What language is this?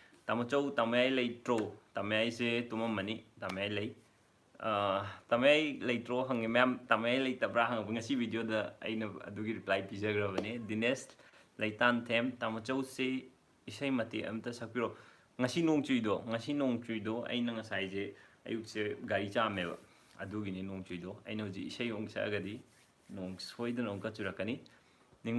Manipuri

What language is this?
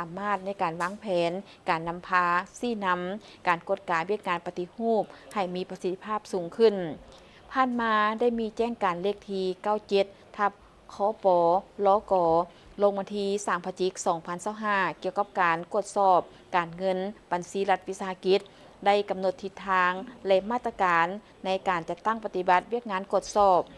Lao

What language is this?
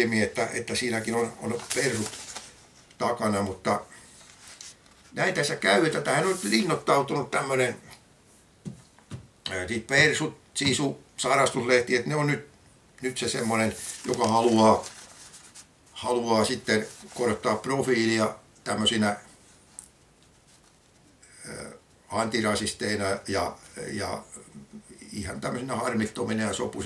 Finnish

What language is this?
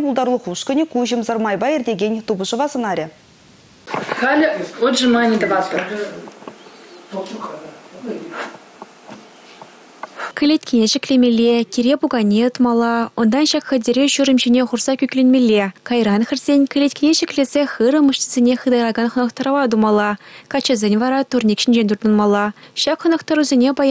Chuvash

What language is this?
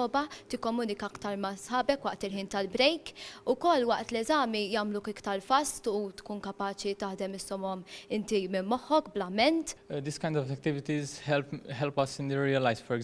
Maltese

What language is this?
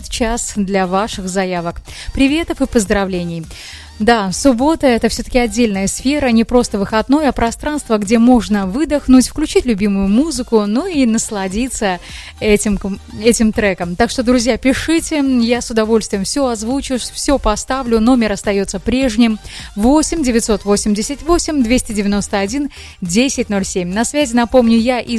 Russian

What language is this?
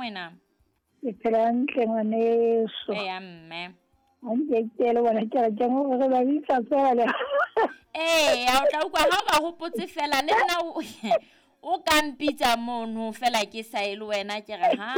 Southern Sotho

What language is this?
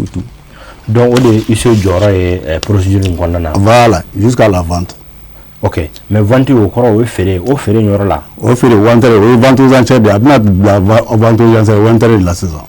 Bambara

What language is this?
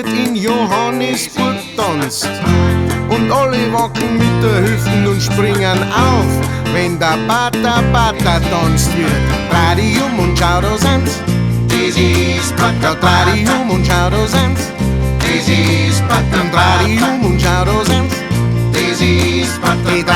Bavarian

